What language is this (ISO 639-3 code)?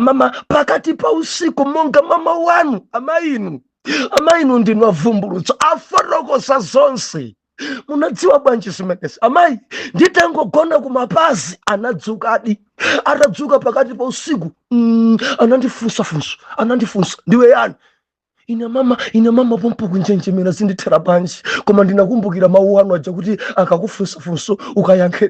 nya